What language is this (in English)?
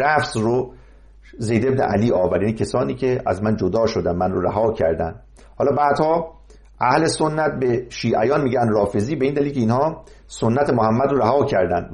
Persian